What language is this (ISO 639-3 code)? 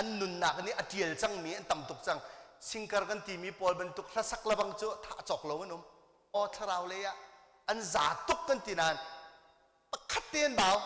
cnh